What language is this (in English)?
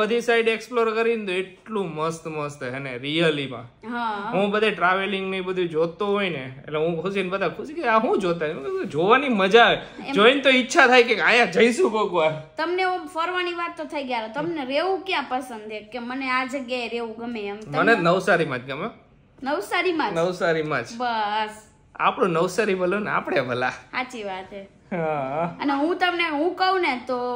Gujarati